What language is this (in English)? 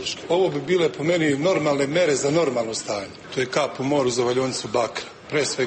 Serbian